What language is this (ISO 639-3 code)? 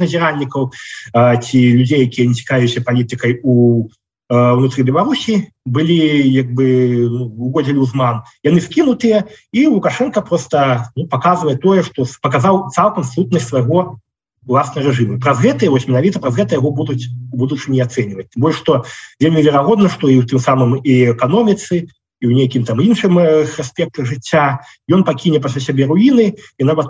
bel